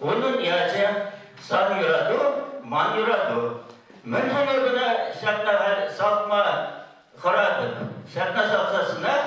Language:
Chuvash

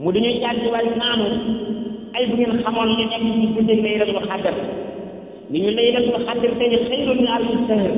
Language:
Wolof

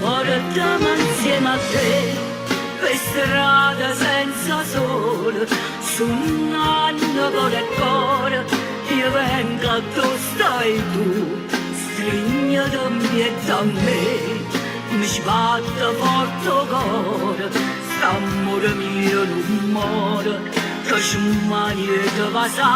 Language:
Neapolitan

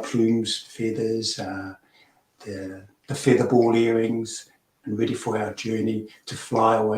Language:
Māori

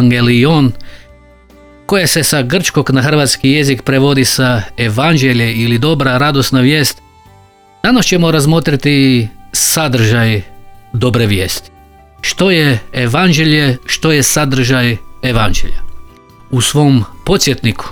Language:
Croatian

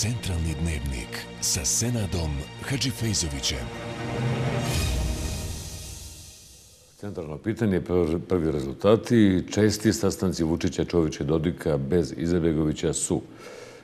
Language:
Bosnian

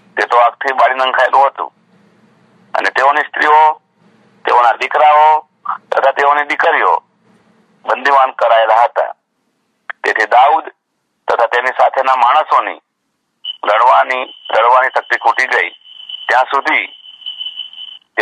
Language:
Gujarati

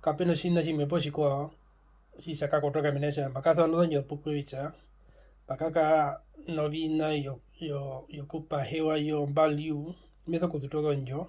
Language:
Herero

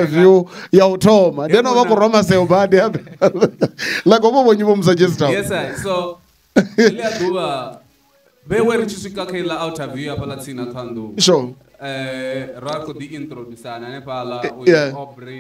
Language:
Venda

